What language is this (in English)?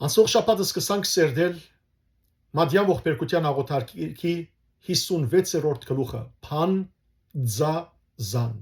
Western Armenian